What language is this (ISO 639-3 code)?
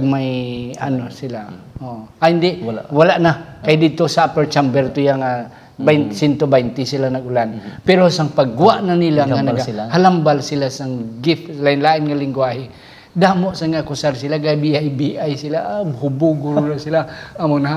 hil